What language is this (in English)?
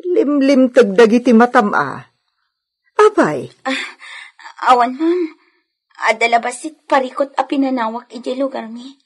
Iloko